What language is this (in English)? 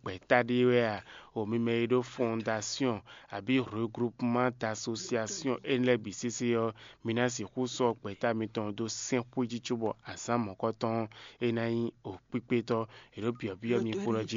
Fon